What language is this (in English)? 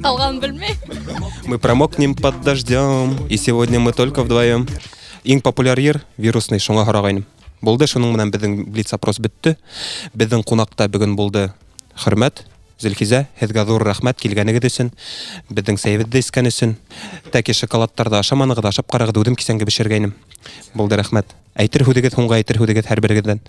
Bashkir